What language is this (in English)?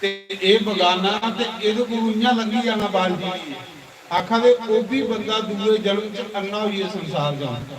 Dogri